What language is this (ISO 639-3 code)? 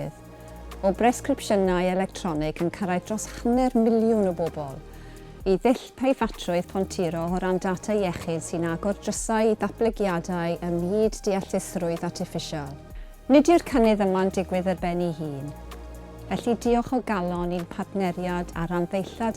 cym